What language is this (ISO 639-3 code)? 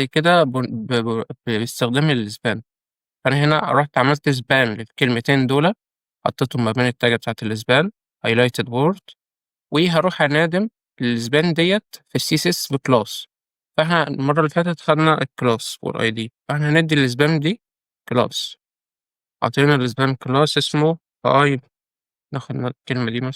arz